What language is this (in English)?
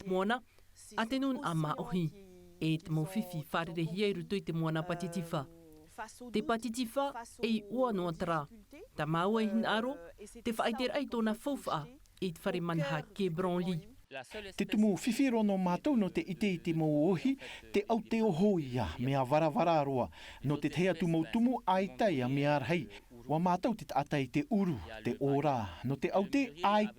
Tahitian